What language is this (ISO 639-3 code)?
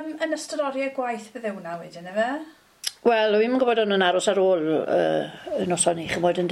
cym